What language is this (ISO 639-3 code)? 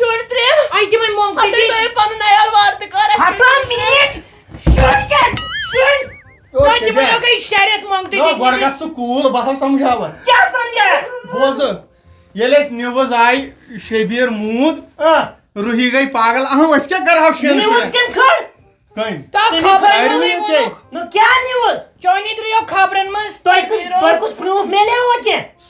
kas